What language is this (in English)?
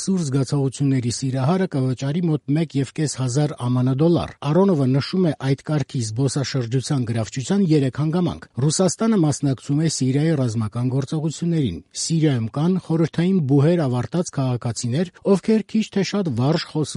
Armenian